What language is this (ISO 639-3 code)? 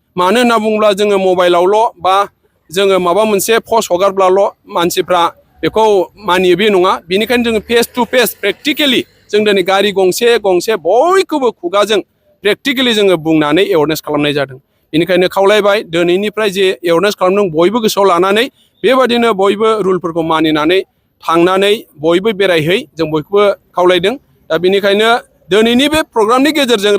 brx